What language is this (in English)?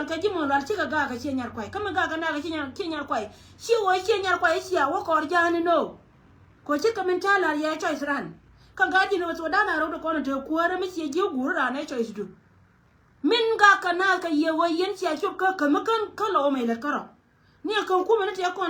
Nuer